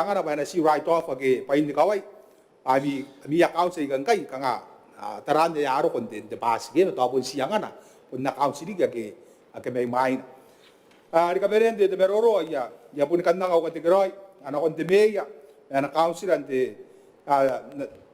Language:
Gilbertese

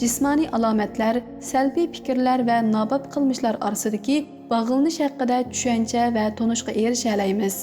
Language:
Uyghur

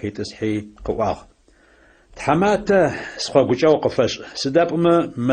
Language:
Adyghe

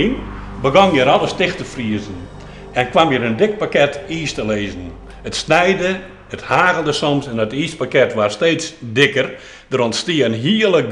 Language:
Western Frisian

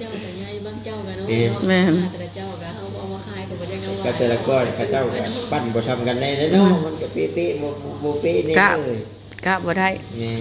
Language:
Lao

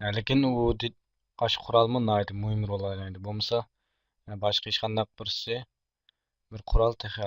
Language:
Uyghur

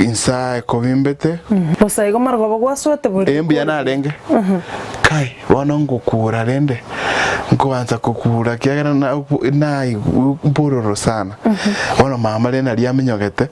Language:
Gusii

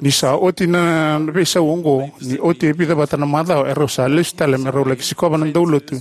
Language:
Fijian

